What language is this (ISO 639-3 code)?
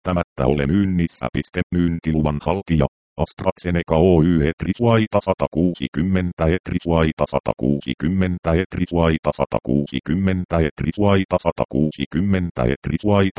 fin